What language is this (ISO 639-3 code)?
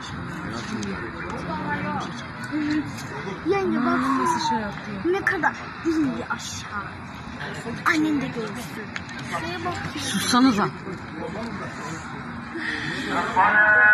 tur